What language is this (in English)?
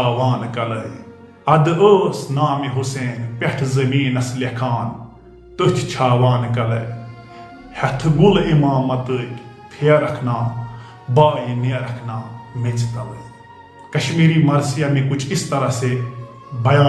Kashmiri